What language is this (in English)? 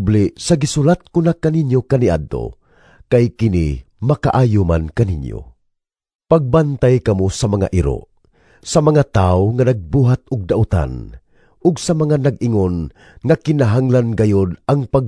Cebuano